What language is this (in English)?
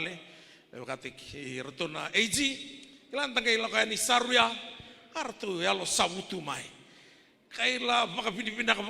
Fijian